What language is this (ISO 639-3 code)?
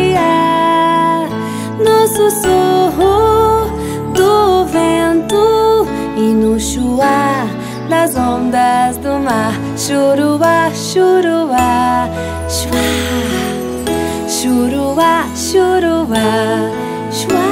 por